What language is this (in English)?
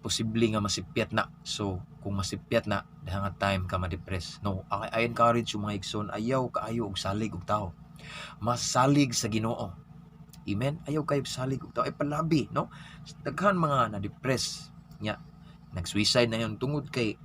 Cebuano